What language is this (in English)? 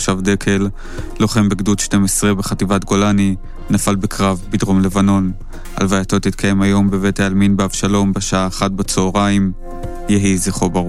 Hebrew